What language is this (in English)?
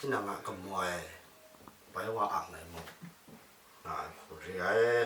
Kachin